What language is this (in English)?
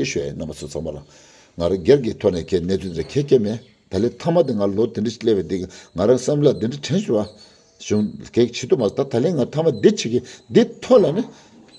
Tibetan